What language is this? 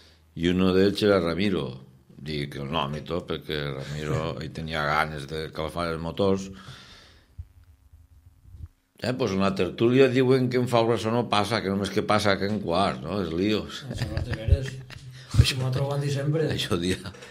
Catalan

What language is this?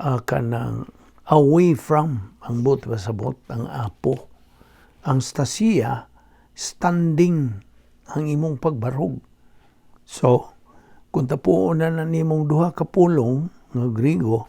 Cebuano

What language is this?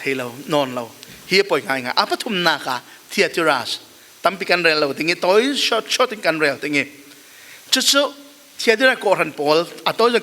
Falam Chin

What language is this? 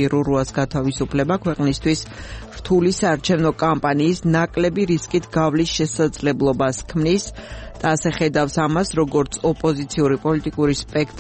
Georgian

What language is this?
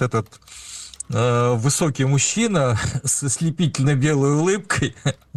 Russian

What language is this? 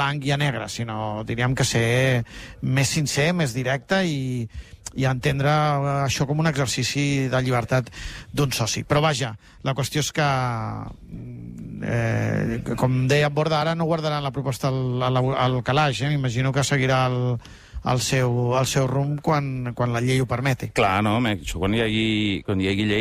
Catalan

